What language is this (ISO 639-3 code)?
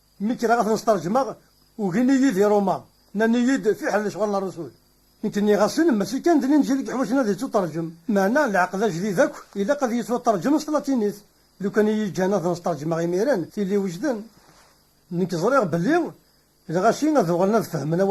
kab